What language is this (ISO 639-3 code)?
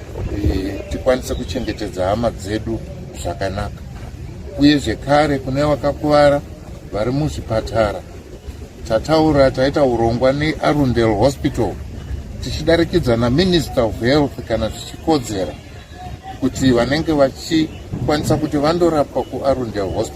sna